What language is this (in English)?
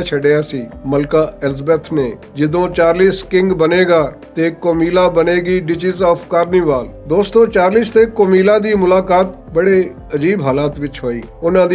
Western Panjabi